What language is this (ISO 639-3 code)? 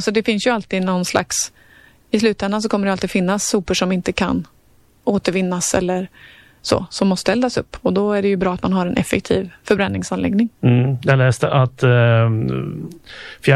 swe